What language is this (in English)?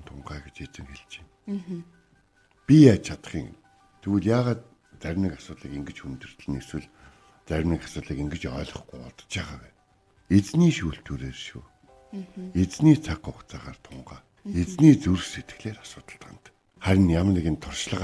Mongolian